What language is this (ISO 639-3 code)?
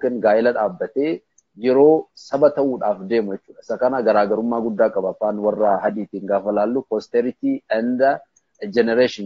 orm